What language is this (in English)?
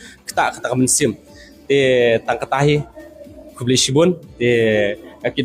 Khasi